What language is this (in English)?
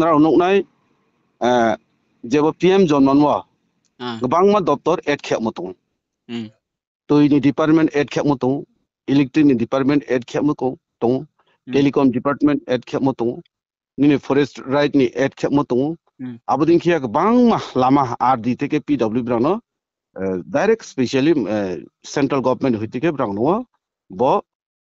Riang (India)